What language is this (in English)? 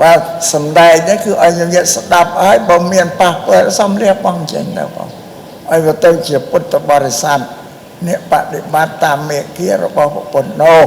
Khmer